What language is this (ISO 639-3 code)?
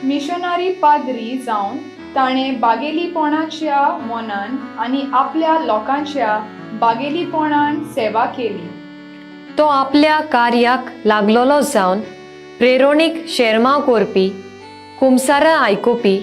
kok